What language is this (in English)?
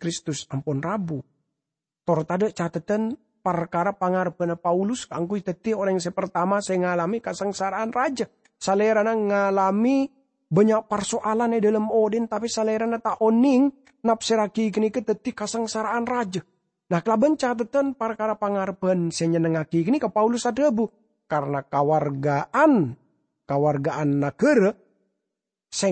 Madurese